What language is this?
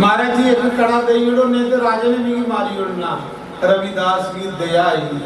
Dogri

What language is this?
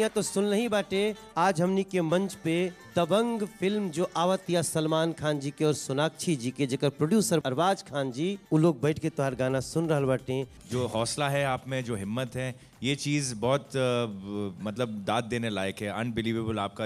Bhojpuri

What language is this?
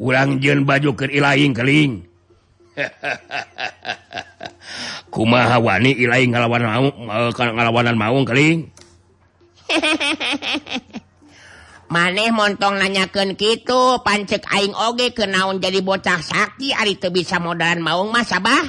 Sundanese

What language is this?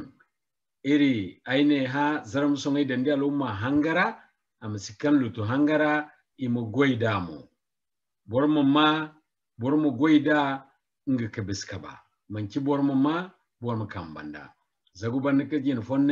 Zarma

